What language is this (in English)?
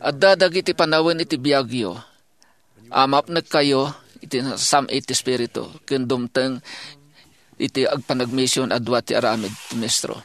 Iloko